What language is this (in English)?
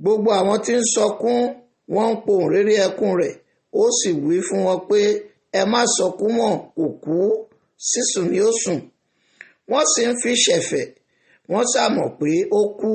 Yoruba